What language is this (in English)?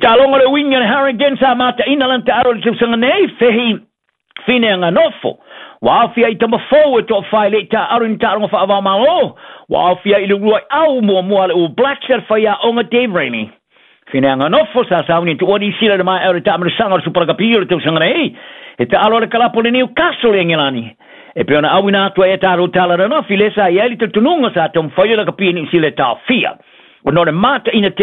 Samoan